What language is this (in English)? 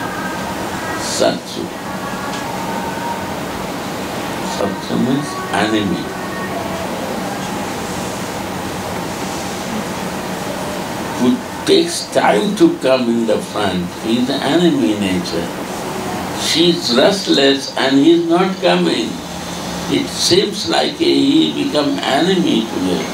English